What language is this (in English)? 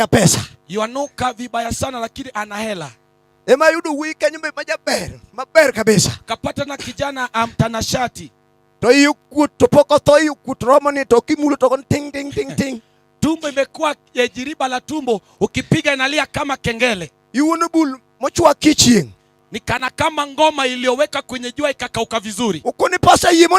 Luo (Kenya and Tanzania)